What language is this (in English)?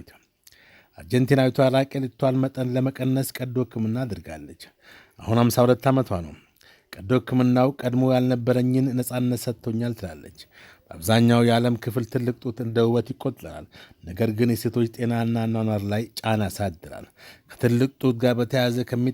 Amharic